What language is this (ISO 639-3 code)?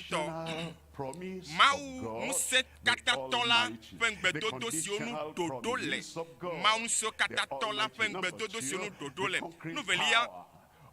ewe